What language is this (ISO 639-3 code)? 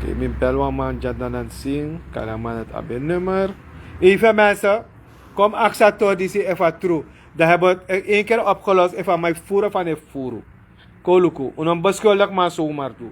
srn